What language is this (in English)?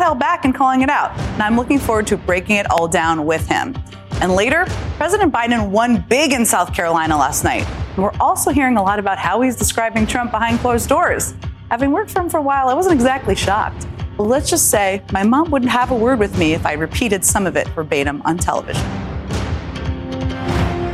English